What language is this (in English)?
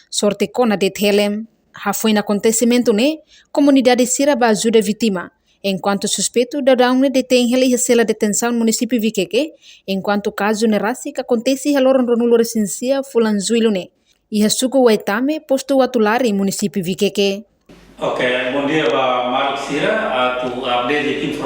Tetum